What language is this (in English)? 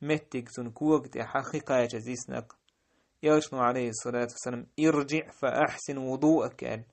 Chechen